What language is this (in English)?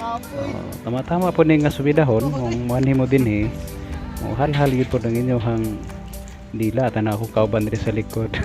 Cebuano